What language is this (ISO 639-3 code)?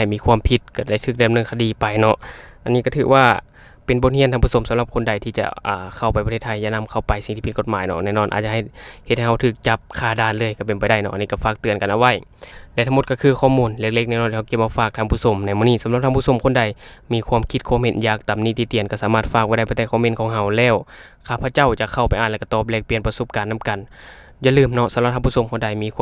lao